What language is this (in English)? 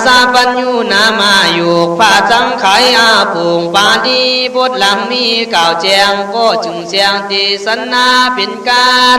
Khün